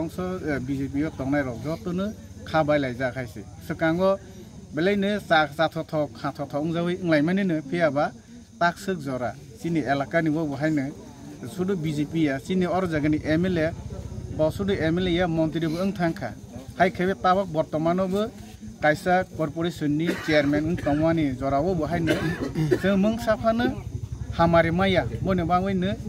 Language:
Kok Borok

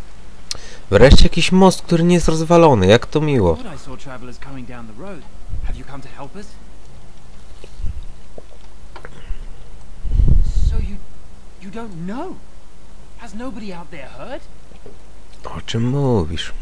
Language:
Polish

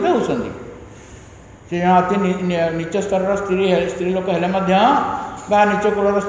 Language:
Odia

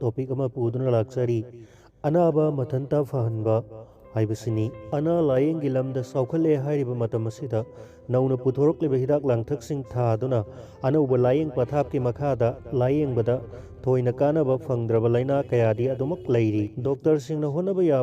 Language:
Manipuri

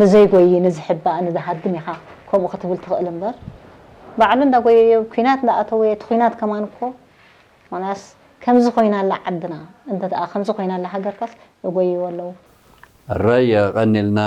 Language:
Tigrinya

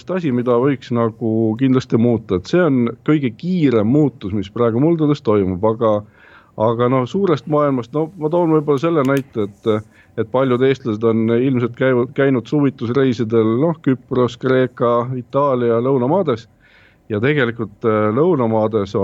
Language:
Estonian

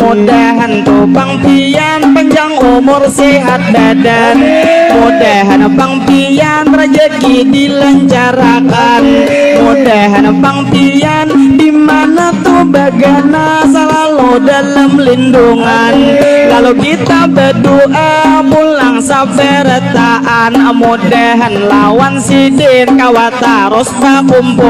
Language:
Banjar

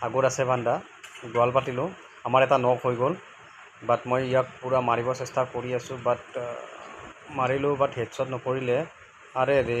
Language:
Assamese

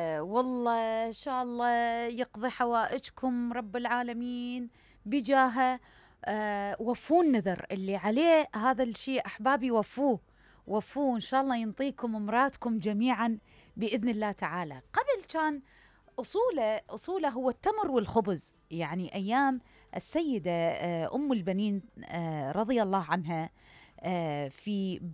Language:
Mesopotamian Arabic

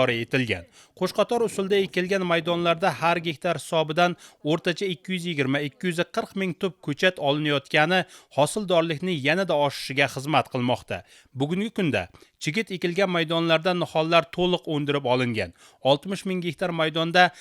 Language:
Uzbek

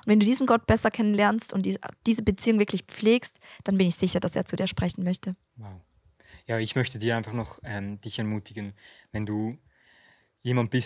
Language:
Swiss German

